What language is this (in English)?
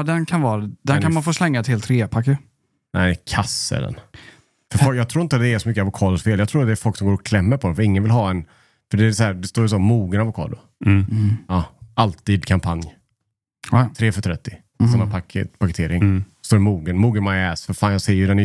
Swedish